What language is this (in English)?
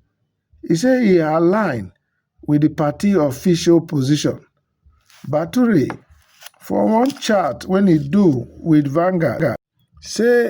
Nigerian Pidgin